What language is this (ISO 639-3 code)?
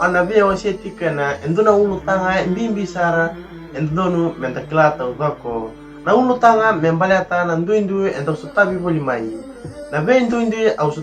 fij